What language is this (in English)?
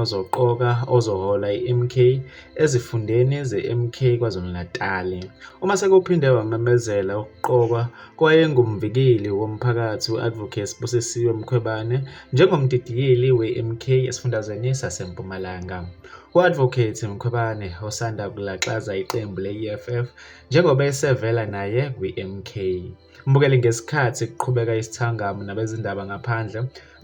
Zulu